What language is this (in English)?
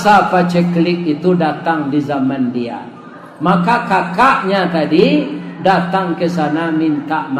Minangkabau